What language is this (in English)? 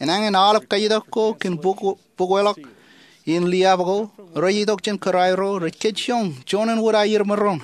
Marshallese